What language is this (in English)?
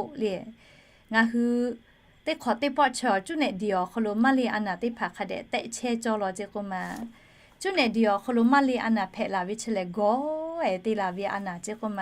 Lahu